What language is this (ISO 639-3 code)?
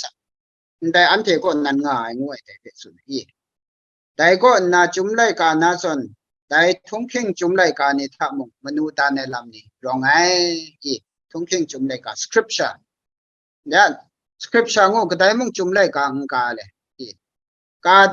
kac